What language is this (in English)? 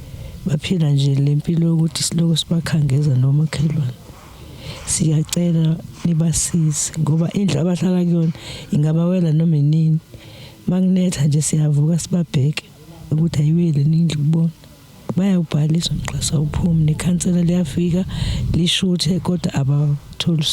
Zulu